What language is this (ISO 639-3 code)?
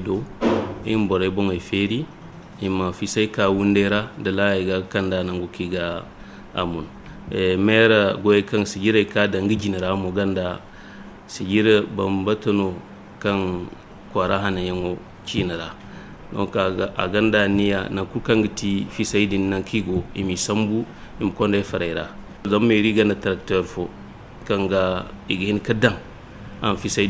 dje